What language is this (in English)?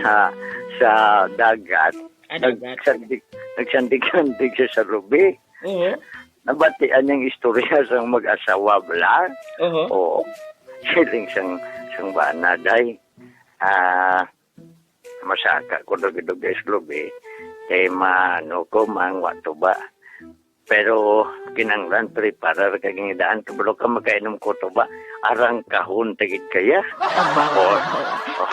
Hiligaynon